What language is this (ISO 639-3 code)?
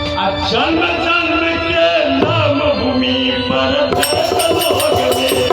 mai